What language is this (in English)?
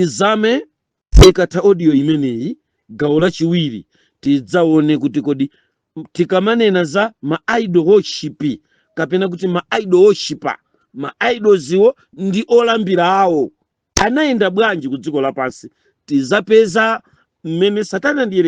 Nyanja